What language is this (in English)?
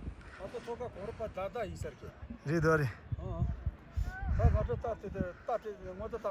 Tibetan